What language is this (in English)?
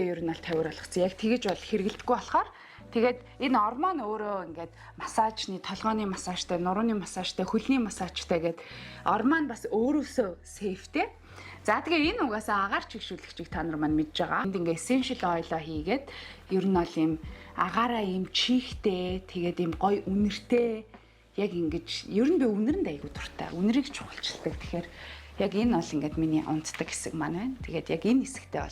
Mongolian